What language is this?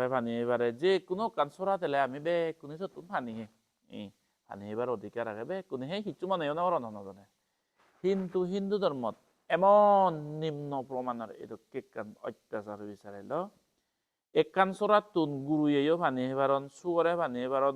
Chakma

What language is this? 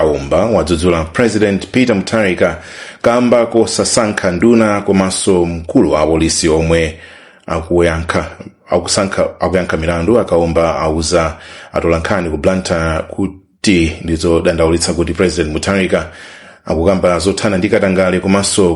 Nyanja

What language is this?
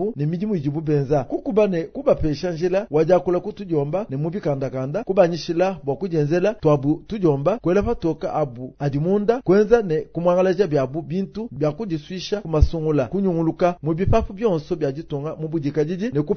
Luba-Lulua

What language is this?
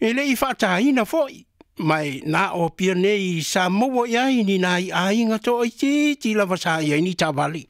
Samoan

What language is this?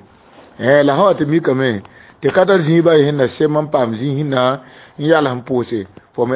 Mossi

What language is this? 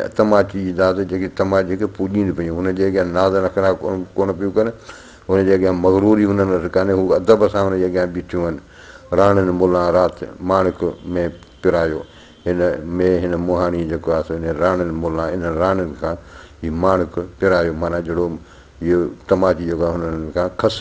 Sindhi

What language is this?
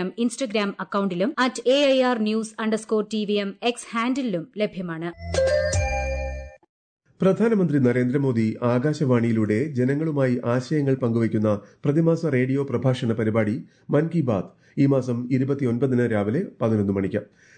Malayalam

